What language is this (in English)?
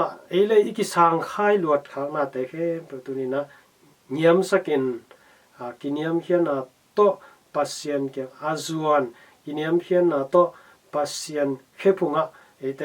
Tedim Chin